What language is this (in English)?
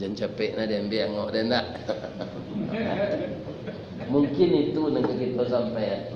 Minangkabau